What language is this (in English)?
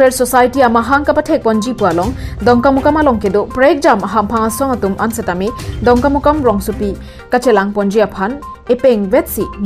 Karbi